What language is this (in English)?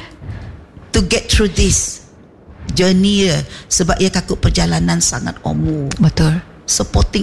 Malay